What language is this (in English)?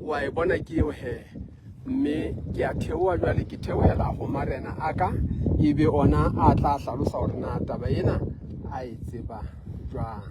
Southern Sotho